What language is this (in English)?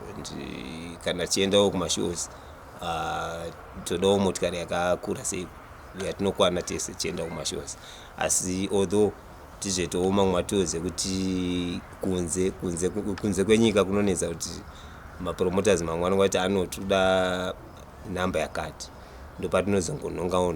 Shona